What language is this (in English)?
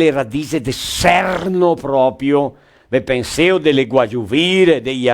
Venetian